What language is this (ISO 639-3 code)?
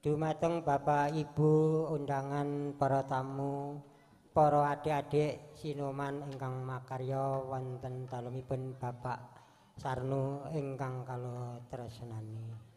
jav